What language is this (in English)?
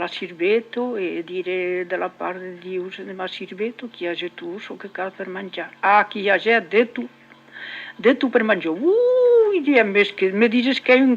Occitan